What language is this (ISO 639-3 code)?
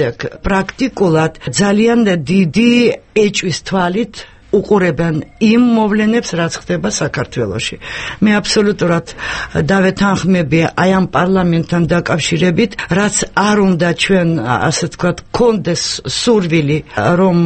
kat